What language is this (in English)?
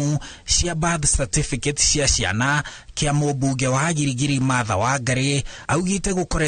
Kikuyu